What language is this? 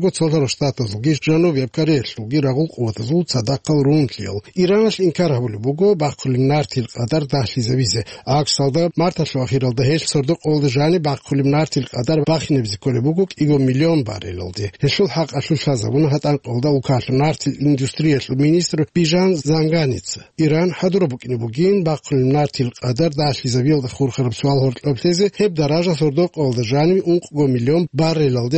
Avaric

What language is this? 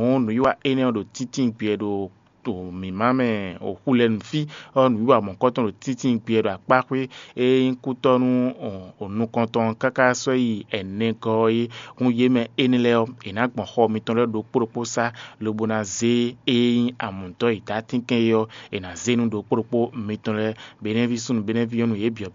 Fon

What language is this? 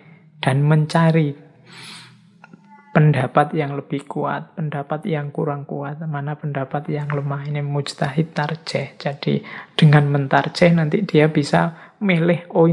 Indonesian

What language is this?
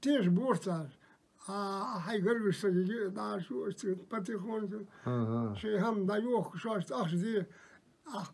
Ingush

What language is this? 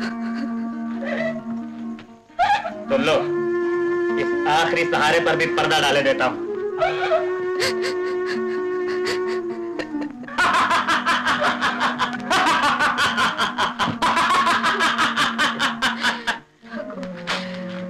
Hindi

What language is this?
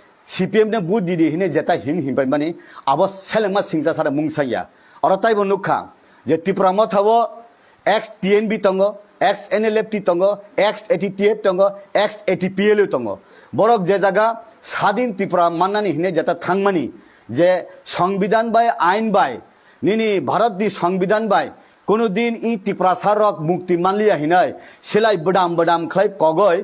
Kok Borok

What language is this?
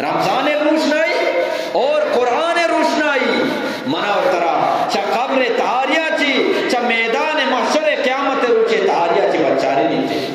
Eastern Balochi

